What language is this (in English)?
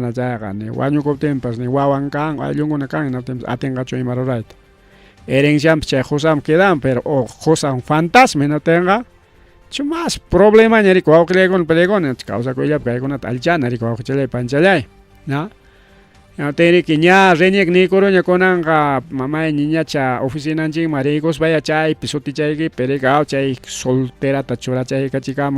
Ayacucho Quechua